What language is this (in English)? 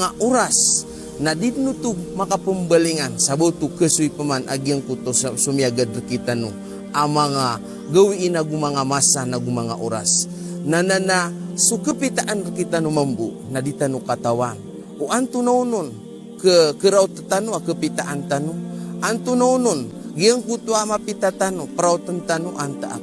Maranao